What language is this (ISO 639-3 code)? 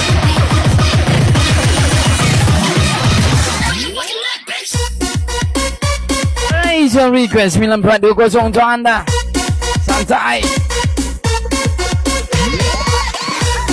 msa